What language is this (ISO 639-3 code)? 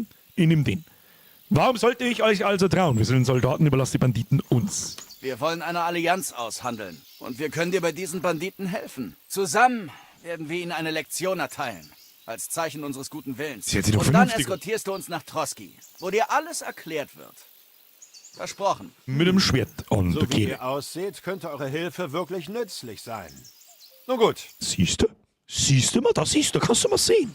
bar